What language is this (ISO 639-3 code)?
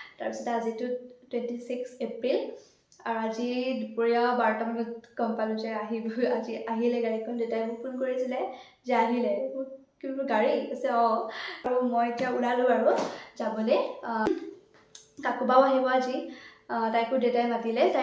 asm